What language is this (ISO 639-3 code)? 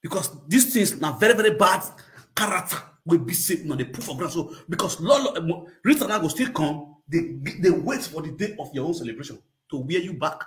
pcm